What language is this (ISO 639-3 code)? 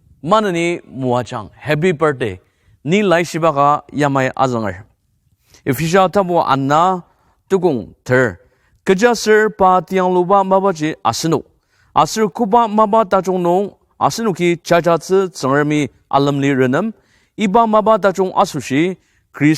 njo